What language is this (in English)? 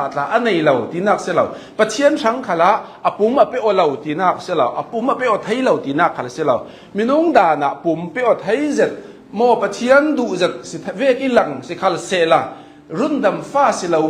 Hakha Chin